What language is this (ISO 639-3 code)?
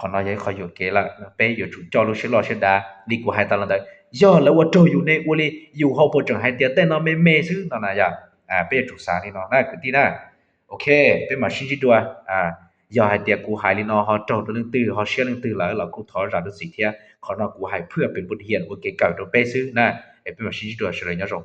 hmn